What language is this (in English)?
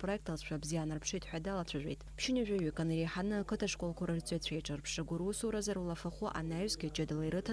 Abkhazian